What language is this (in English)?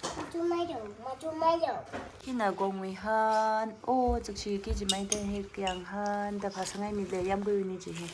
Tangkhul Naga (India)